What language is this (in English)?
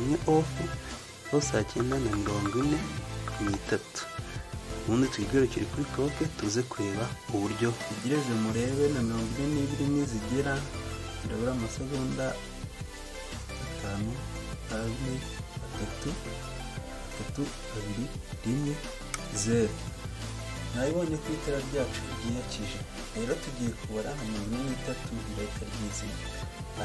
Kinyarwanda